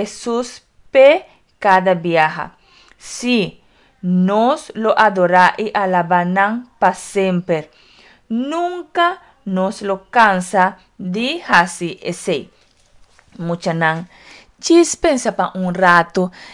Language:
Papiamento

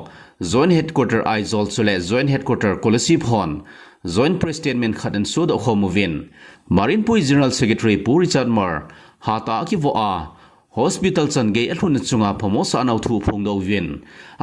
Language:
Thado Chin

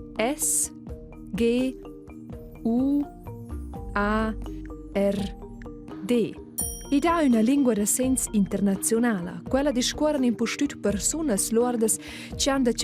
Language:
Romansh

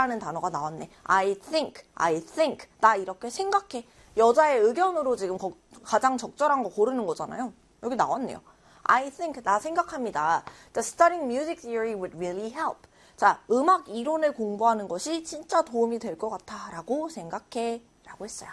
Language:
Korean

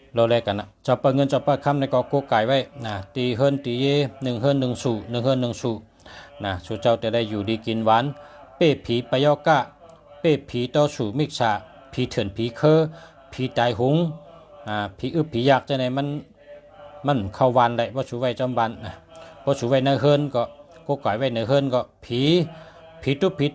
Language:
Shan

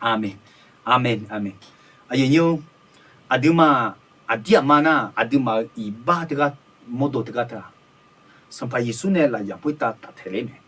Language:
Akha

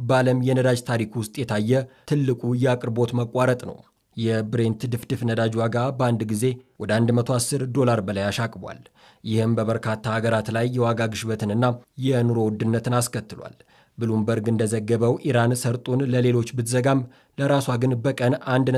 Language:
Amharic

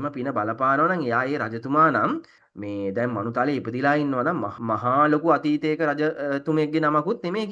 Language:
Sinhala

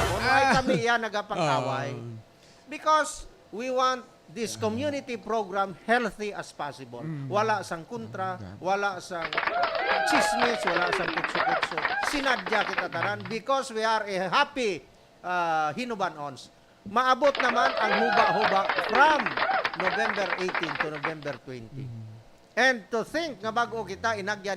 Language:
Hiligaynon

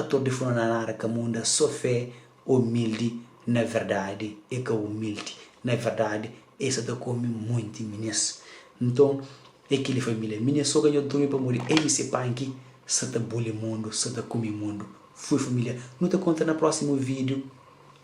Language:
Kabuverdianu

